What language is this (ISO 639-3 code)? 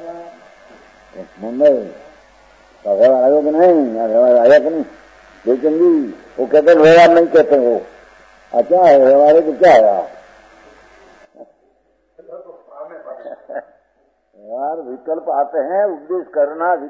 hin